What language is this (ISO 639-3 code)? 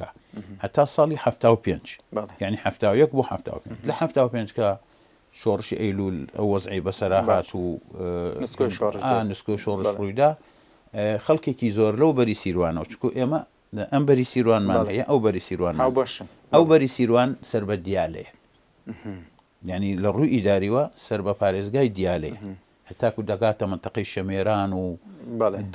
ckb